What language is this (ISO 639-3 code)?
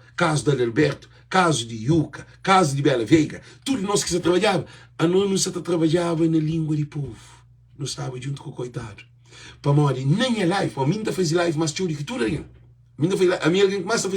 kea